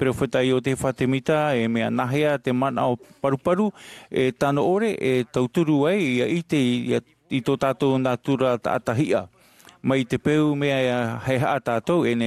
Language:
Tahitian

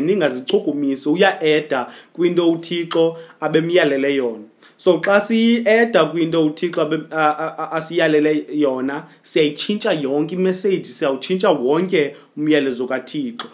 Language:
Xhosa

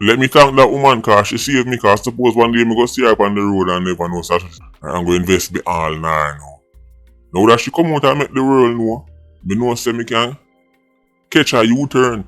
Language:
Jamaican Creole English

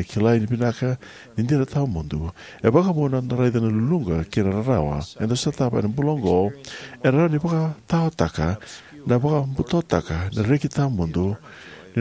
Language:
Fijian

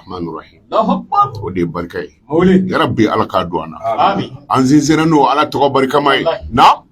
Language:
Bambara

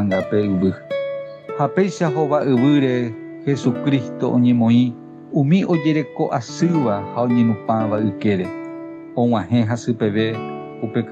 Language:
Guarani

